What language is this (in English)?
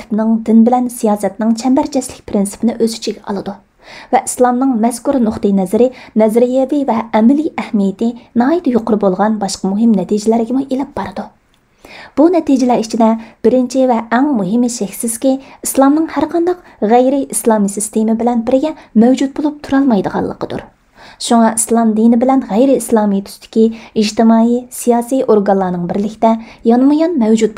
Uyghur